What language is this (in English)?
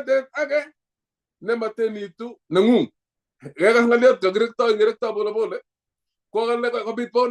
Kalenjin